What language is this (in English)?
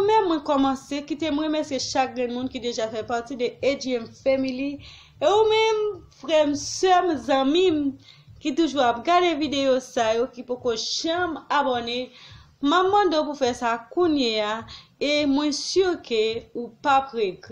Haitian Creole